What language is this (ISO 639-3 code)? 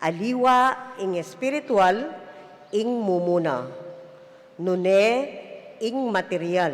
pam